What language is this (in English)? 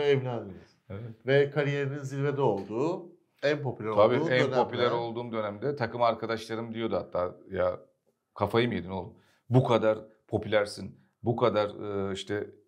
Turkish